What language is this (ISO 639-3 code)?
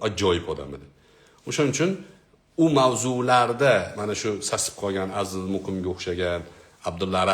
uzb